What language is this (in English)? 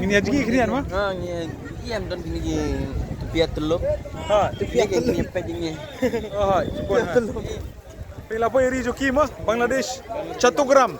Khasi